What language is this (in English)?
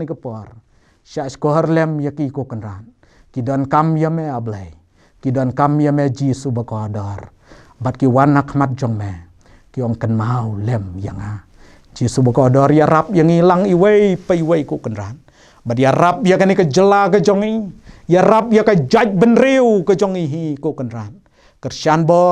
Khasi